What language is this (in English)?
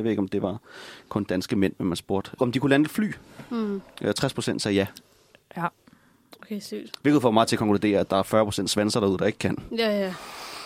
Danish